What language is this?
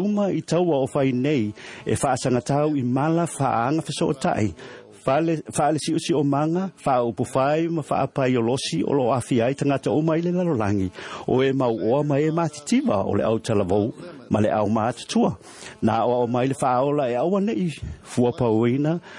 Samoan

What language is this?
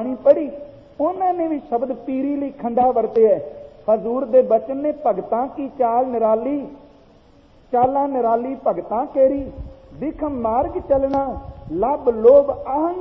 Punjabi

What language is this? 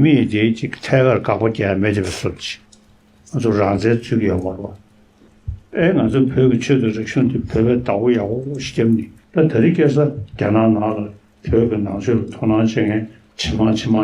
Tibetan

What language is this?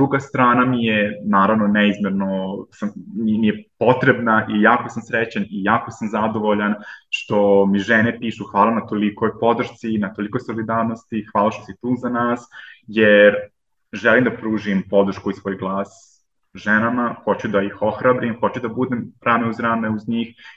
Serbian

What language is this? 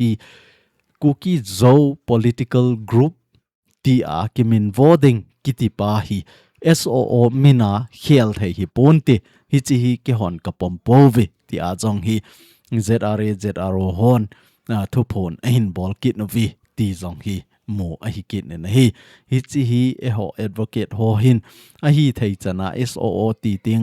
Thado Chin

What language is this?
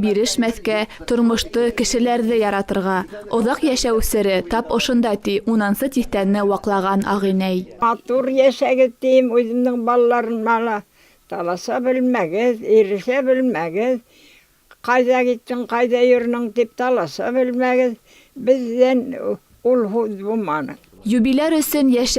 Bashkir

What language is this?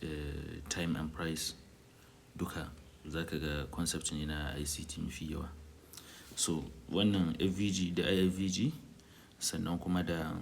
Hausa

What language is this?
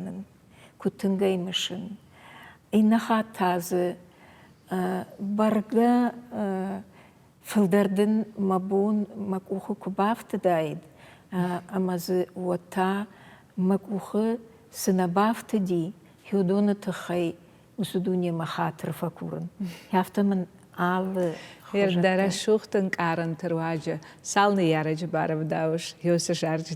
Ossetic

